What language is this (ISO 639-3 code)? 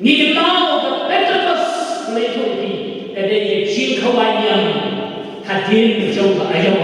kha